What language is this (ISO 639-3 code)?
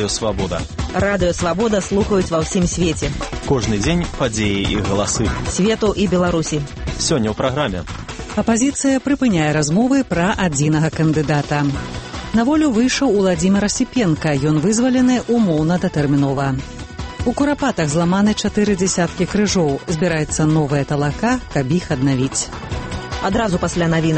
bel